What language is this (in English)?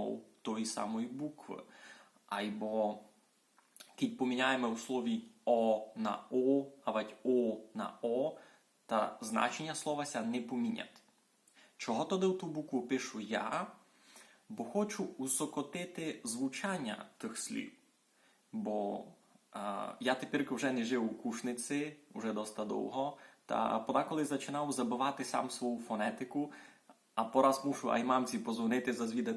Rusyn